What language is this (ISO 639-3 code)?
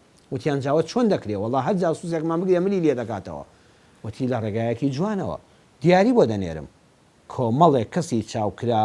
ckb